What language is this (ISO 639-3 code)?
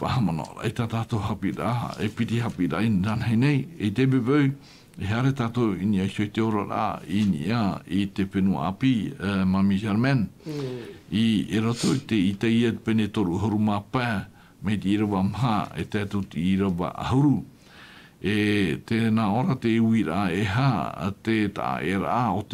tah